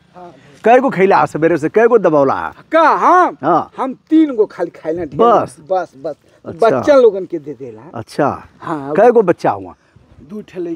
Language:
Bhojpuri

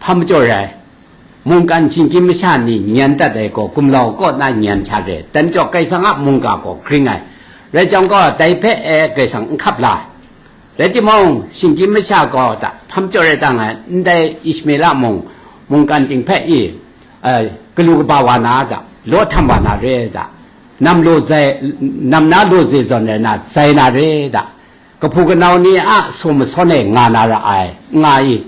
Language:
Kachin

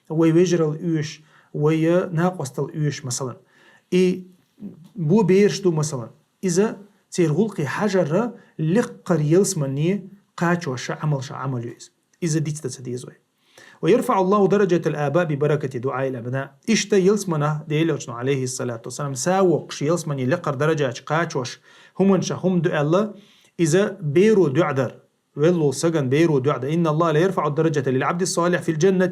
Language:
Chechen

